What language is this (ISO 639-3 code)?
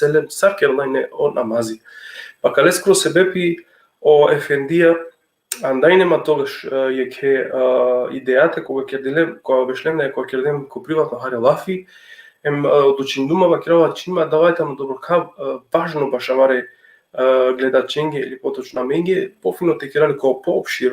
rmn